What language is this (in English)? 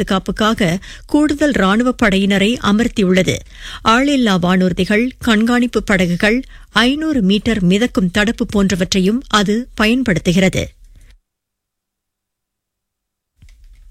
Tamil